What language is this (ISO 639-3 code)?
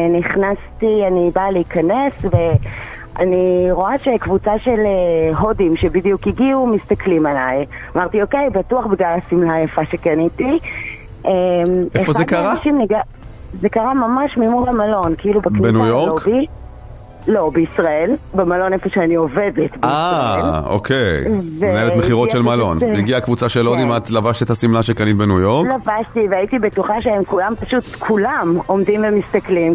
heb